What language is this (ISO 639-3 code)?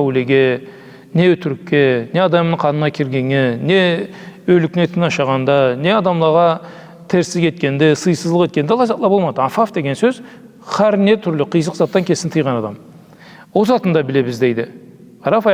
krc